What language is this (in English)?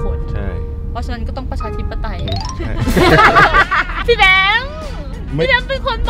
Thai